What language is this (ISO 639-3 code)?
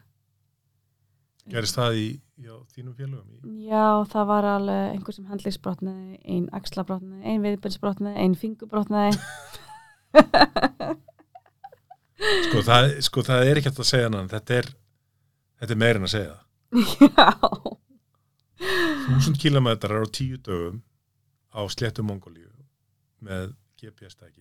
isl